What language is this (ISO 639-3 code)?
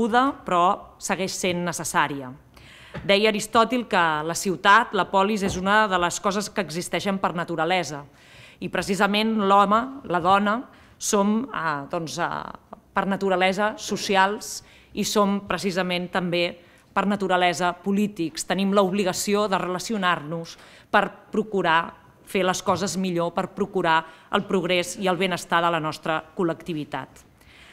cat